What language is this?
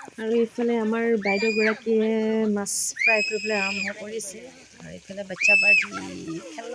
Assamese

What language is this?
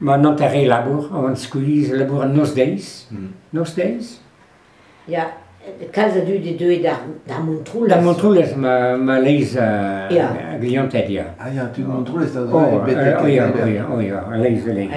Breton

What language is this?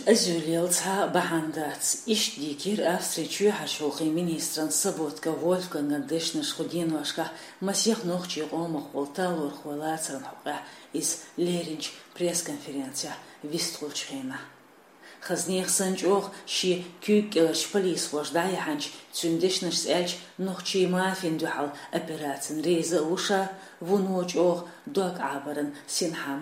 Chechen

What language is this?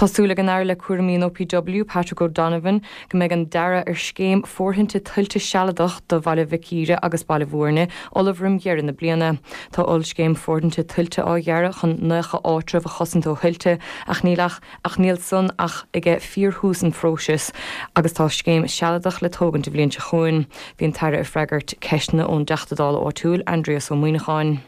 Irish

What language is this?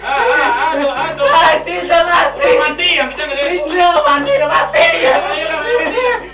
Minangkabau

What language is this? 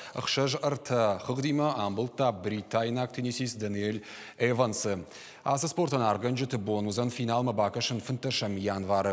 Ossetic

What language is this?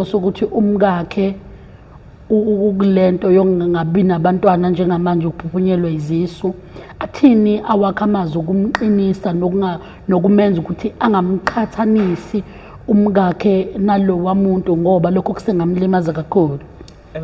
Zulu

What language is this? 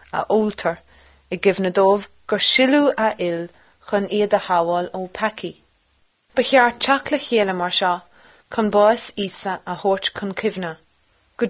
Irish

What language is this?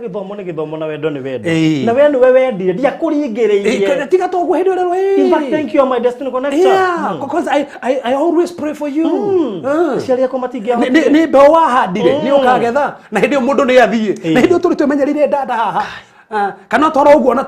Kikuyu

